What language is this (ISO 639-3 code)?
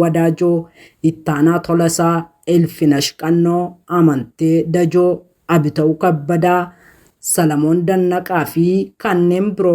orm